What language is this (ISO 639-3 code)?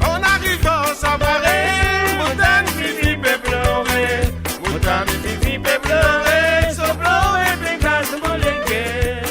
mfe